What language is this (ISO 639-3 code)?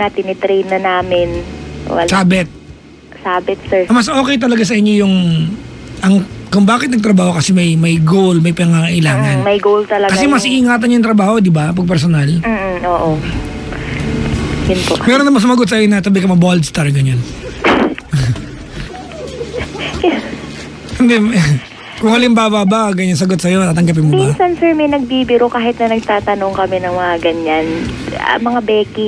fil